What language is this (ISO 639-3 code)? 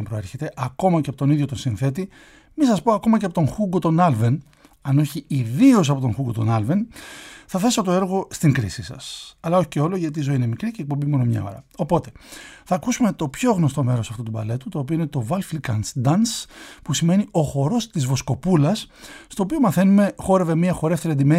ell